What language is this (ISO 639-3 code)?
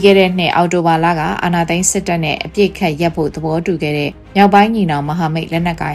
mya